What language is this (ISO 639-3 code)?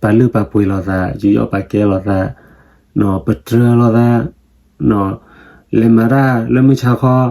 ksw